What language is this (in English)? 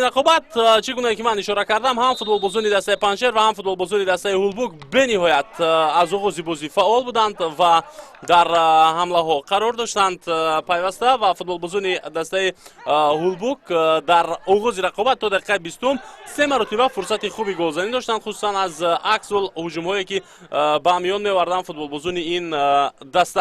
Tajik